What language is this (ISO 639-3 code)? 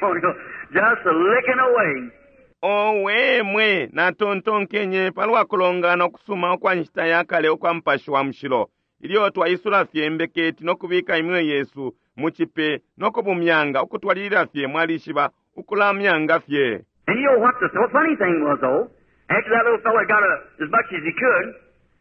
bem